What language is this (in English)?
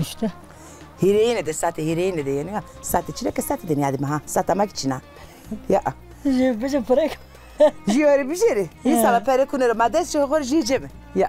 Zaza